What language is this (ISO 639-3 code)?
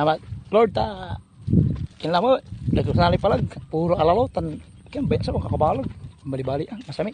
pag